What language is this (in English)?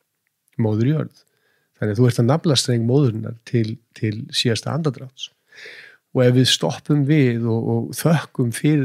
Icelandic